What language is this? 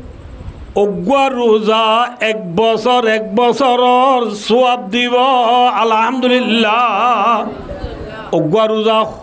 Rohingya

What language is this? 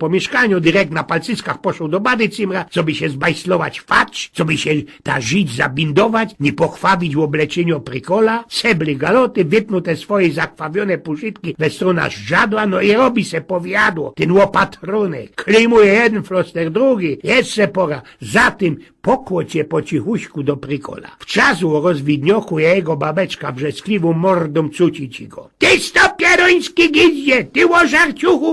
Silesian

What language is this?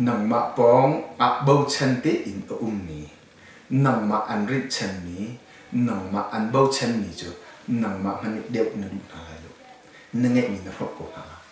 Hakha Chin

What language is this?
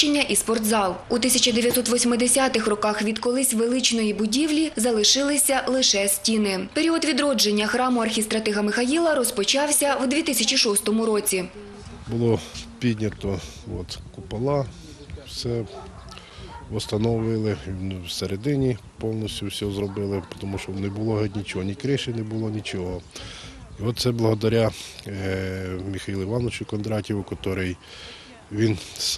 Ukrainian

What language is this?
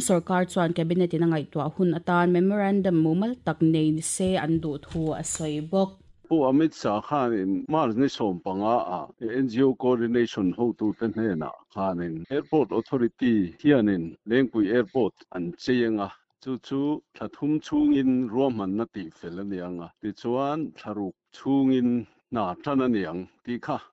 Mizo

